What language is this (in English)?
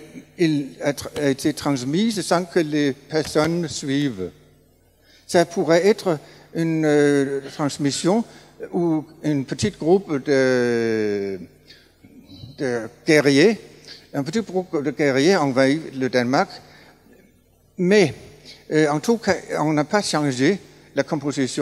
French